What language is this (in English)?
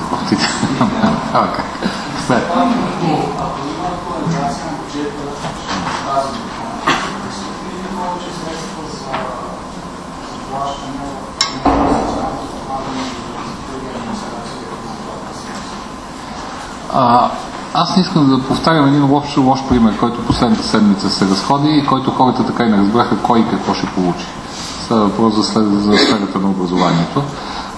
Bulgarian